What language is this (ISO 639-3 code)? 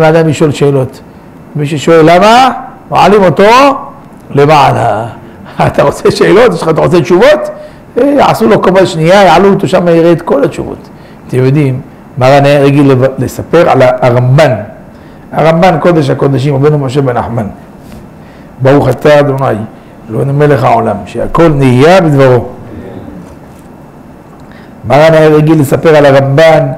heb